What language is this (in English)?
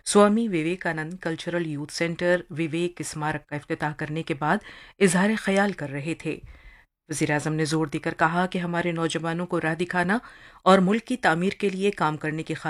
Urdu